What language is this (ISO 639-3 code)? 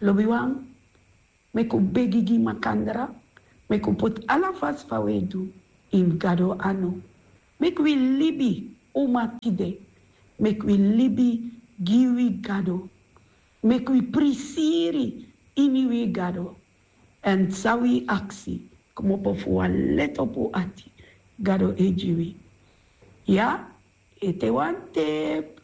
srn